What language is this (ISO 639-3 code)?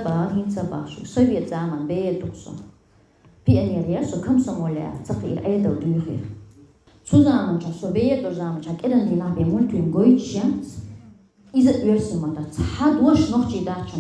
che